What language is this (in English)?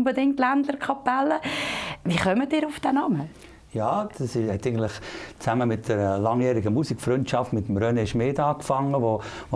Swiss German